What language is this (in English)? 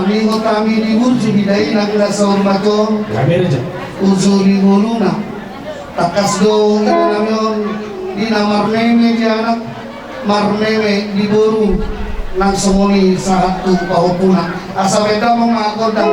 Batak Toba